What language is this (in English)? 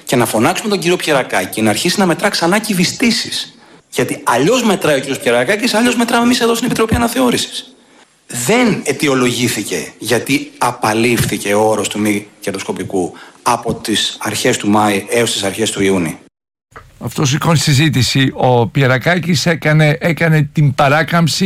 Greek